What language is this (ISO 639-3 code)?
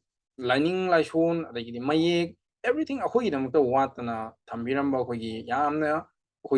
mni